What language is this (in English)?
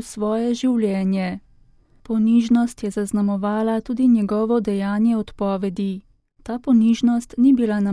Slovenian